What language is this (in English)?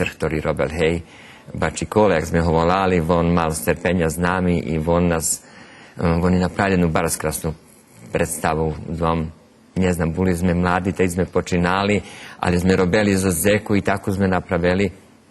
Rusyn